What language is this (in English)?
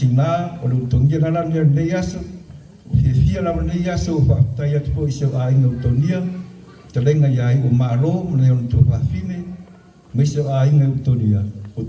Samoan